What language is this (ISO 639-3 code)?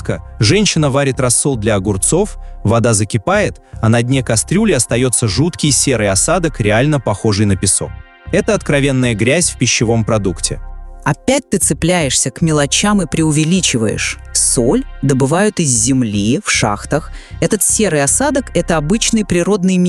rus